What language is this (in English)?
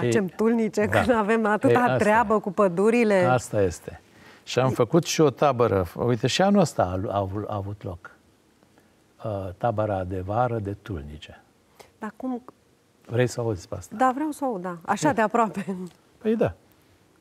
Romanian